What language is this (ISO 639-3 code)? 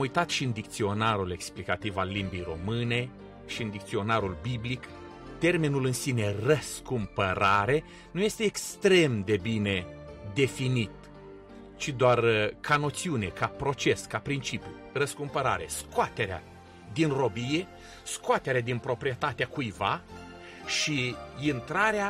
ron